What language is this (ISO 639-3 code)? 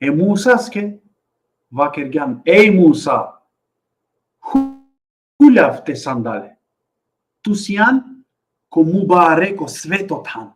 rmn